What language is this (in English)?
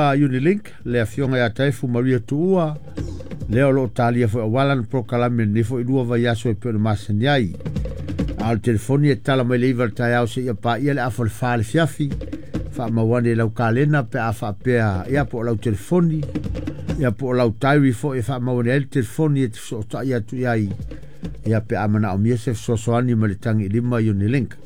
Samoan